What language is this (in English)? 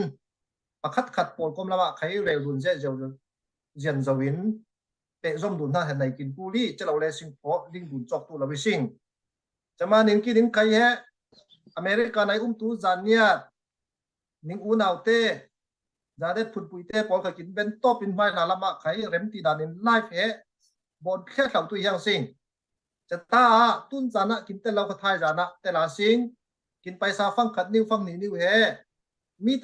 Falam Chin